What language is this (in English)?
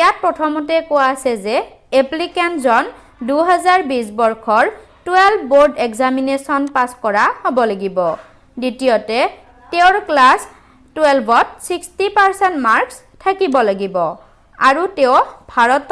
Assamese